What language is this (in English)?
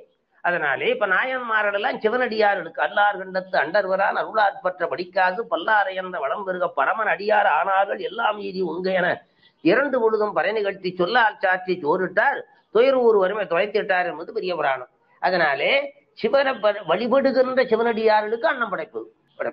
Tamil